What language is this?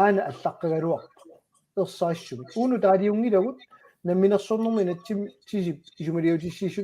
Kalaallisut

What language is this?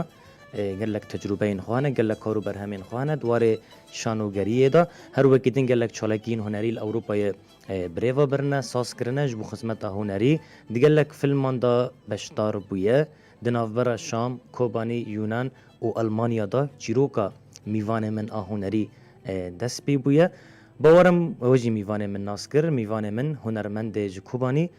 Kurdish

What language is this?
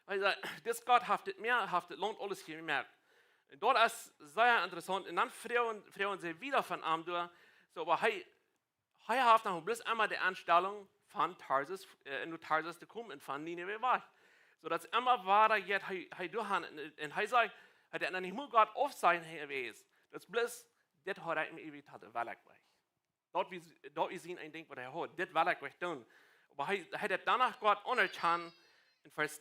Plautdietsch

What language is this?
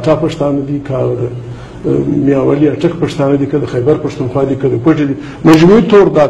Pashto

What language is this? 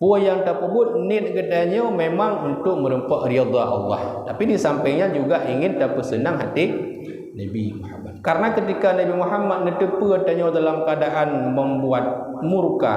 Achinese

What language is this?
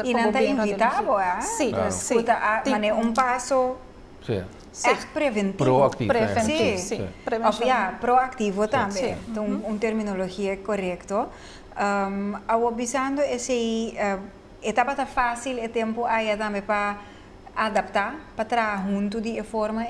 Papiamento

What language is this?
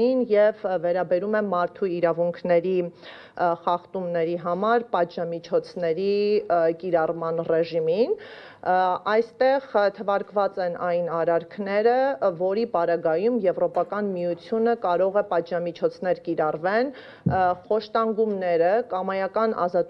Armenian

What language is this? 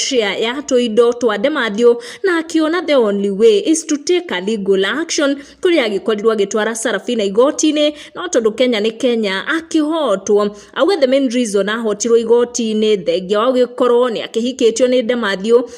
Kikuyu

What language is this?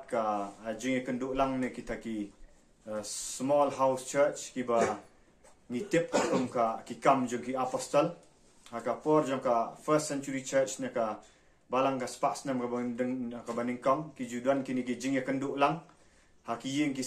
Khasi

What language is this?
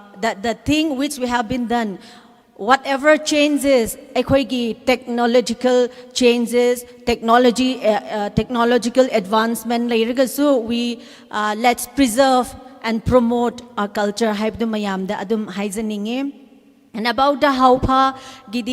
Tangkhul Naga (India)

